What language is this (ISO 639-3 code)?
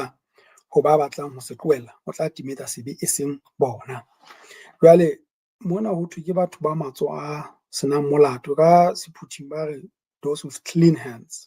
sot